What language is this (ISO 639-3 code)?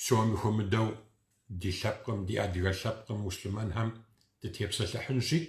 kbd